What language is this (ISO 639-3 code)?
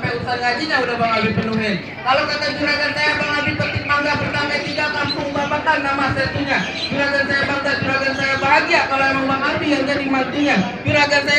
bew